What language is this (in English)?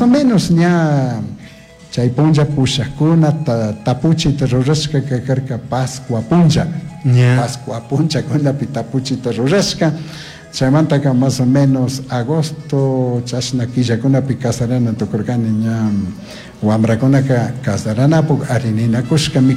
Chimborazo Highland Quichua